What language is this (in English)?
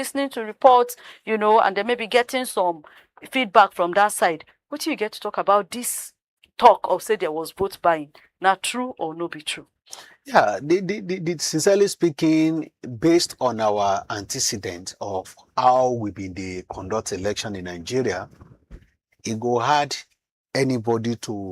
Nigerian Pidgin